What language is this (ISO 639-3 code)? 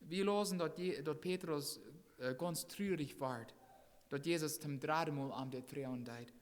pdt